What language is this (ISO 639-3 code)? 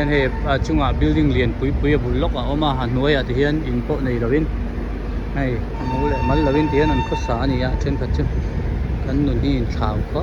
hmr